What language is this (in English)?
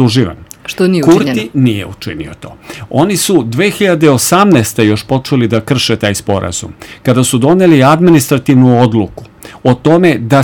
Serbian